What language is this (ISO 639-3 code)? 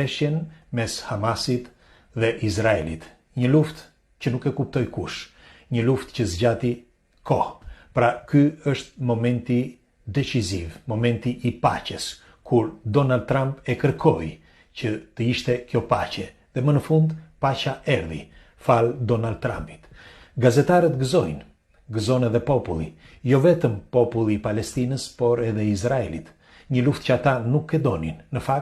sqi